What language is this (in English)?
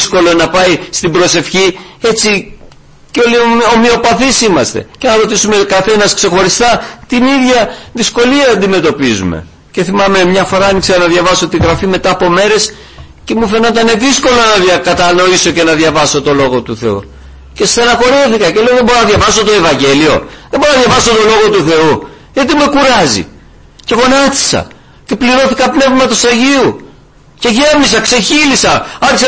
Greek